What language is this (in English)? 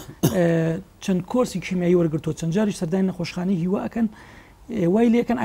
Central Kurdish